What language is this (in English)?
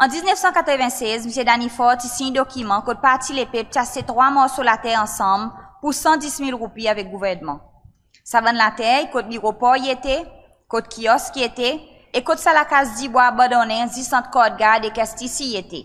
Seselwa Creole French